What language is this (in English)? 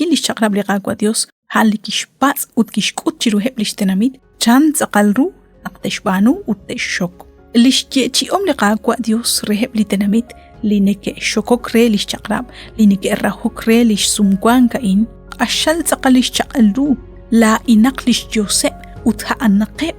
Kekchí